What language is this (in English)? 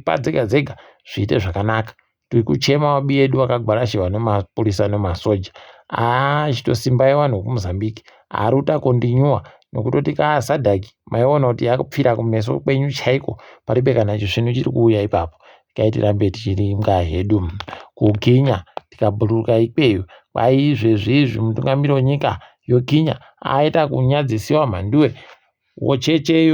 Ndau